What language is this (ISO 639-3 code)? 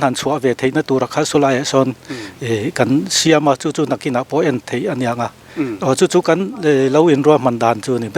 lus